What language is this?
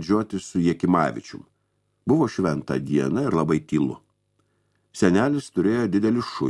Lithuanian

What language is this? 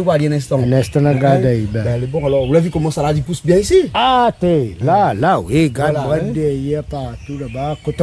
Réunion Creole French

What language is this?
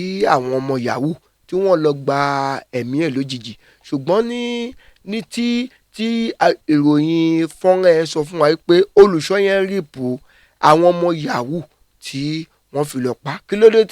Yoruba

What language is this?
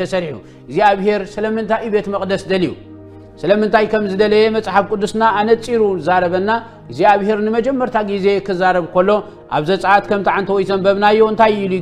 Tigrinya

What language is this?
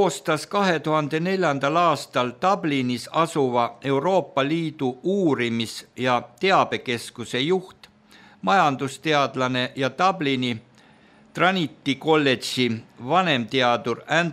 Estonian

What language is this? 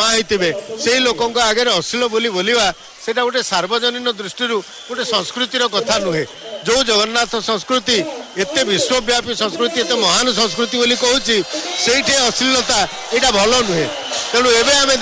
Odia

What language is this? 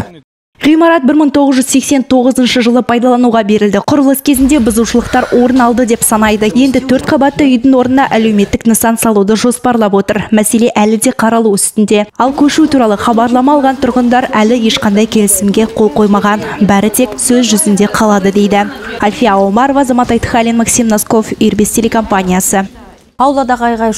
Kazakh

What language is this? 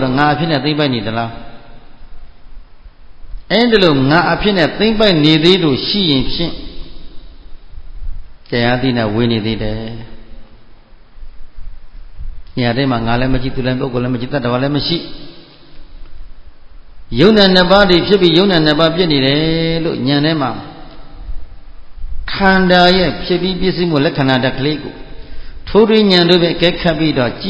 Burmese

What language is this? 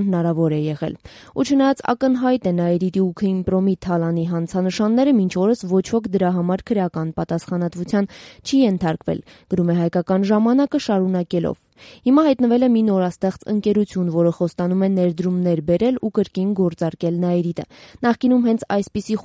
Armenian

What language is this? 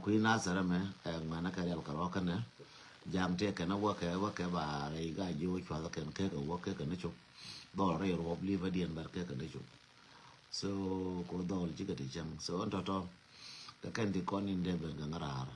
Nuer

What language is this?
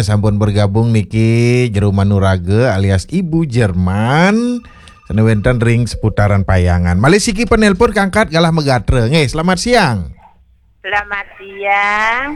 Balinese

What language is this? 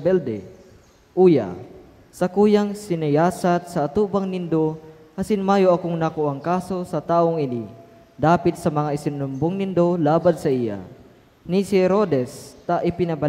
Bikol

